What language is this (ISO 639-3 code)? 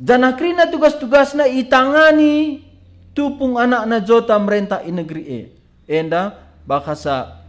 btx